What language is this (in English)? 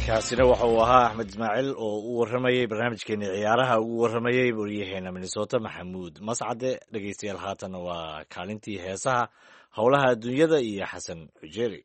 Somali